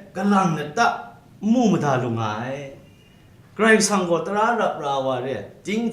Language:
Kachin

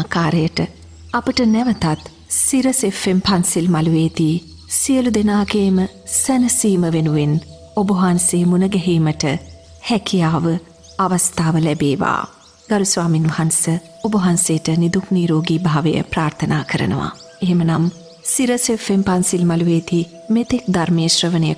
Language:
Sinhala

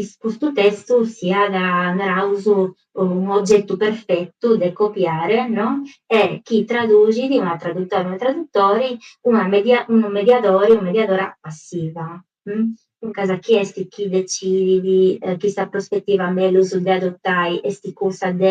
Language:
Sardinian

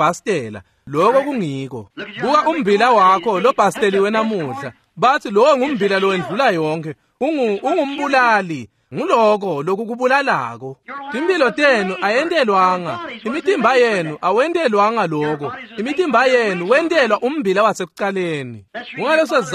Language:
Swati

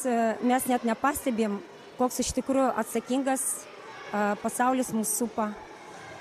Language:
Lithuanian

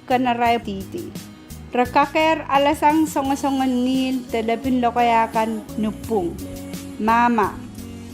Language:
Pohnpeian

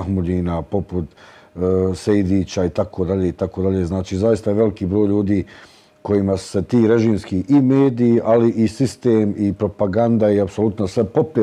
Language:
Bosnian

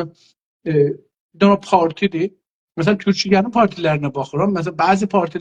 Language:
South Azerbaijani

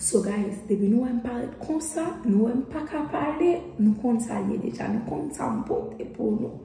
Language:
Haitian Creole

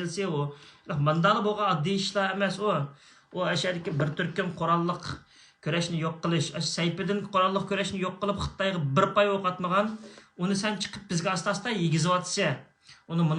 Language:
Uyghur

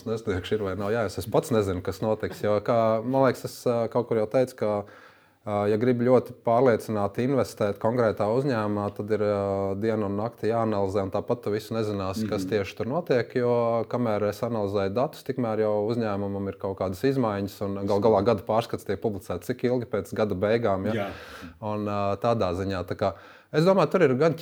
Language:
Latvian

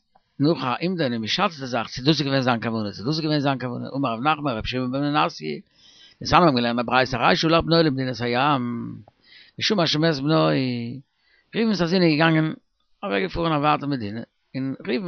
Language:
Yiddish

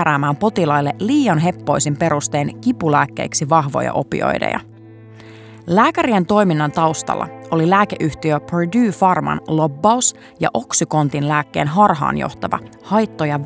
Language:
Finnish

